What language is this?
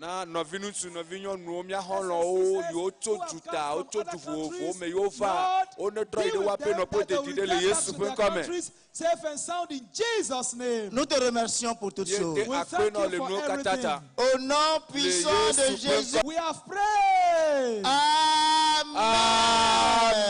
Ewe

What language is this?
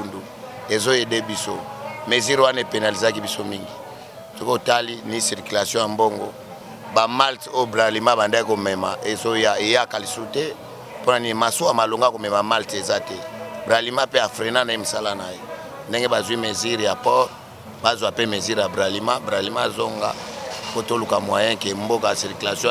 Lingala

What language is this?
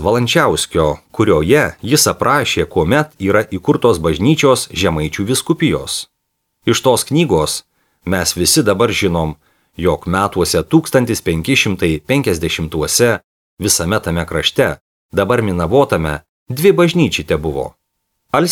Lithuanian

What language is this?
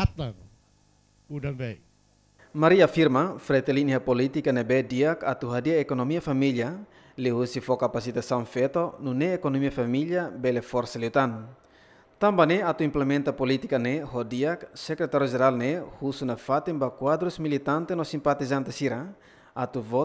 Tetum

